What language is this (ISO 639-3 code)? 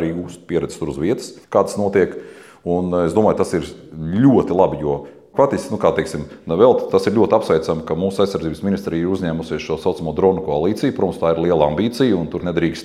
lav